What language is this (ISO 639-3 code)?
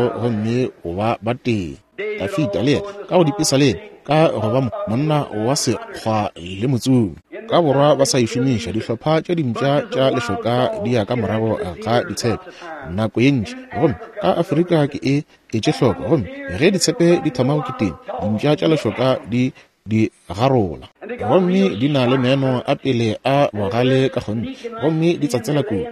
nso